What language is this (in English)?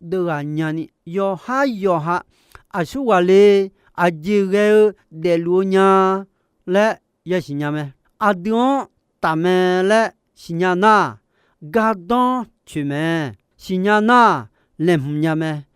Akha